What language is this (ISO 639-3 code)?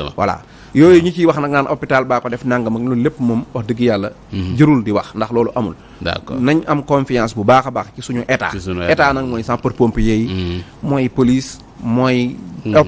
wol